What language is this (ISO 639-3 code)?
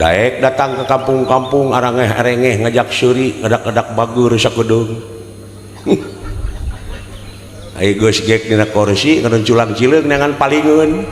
sun